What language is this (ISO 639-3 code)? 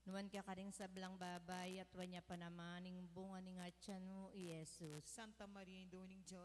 pam